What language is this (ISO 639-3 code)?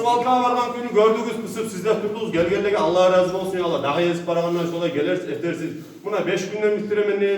kum